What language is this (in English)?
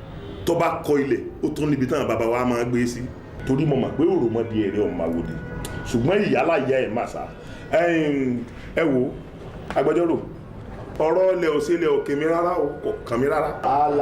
Yoruba